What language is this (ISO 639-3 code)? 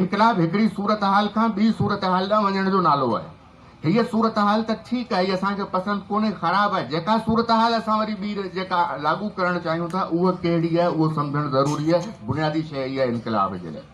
snd